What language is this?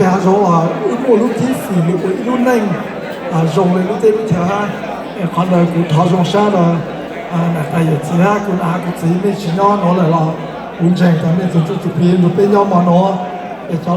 Hmong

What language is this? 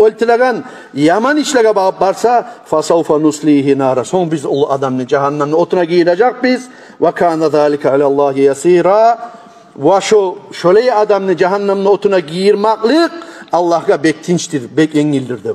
Kumyk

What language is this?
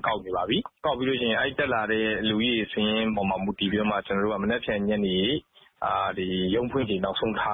Burmese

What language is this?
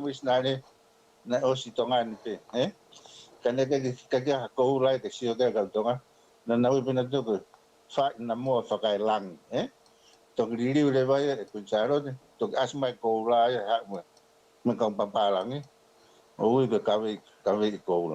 Tongan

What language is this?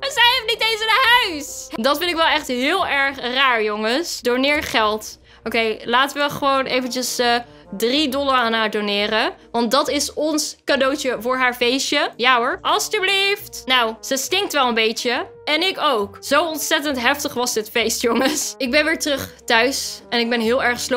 Dutch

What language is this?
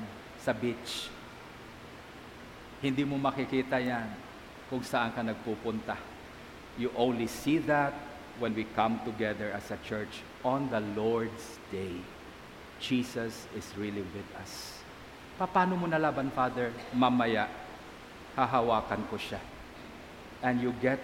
Filipino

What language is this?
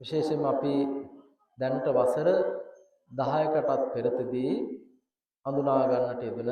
Sinhala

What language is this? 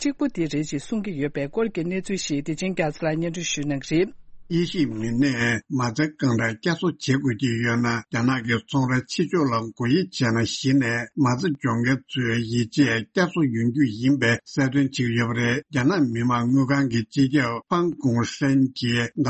Tibetan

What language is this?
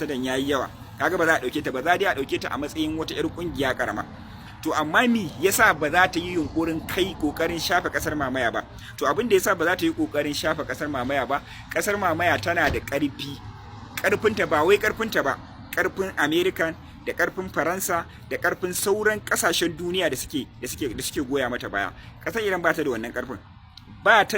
Hausa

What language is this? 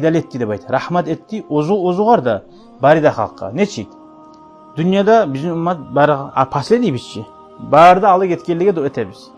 Kumyk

